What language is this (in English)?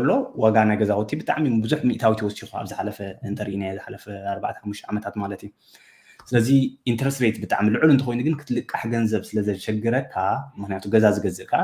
Tigrinya